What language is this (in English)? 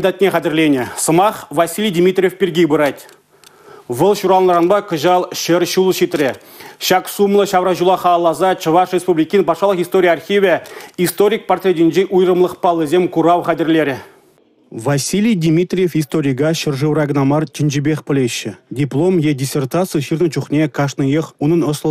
Chuvash